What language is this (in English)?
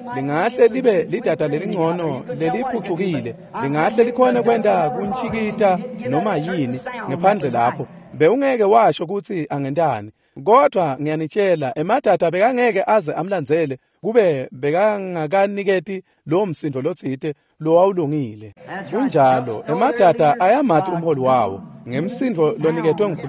Swati